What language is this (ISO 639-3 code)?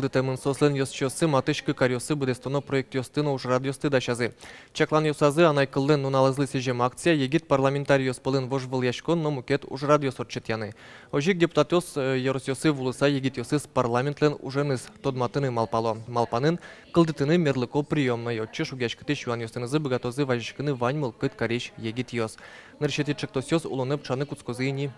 udm